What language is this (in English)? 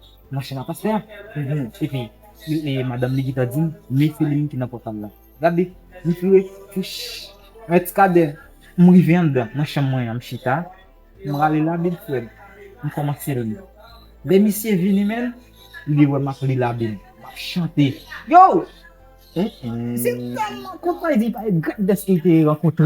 Haitian Creole